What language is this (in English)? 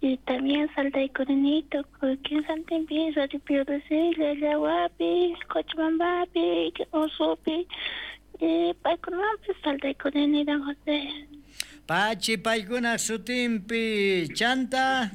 South Bolivian Quechua